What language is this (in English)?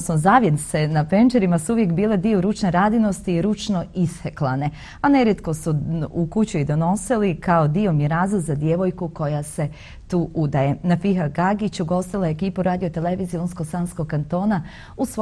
Bosnian